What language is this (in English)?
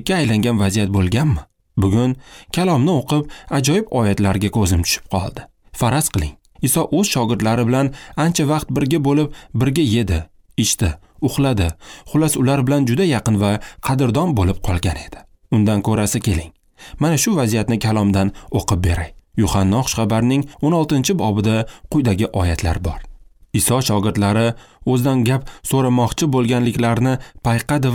Uzbek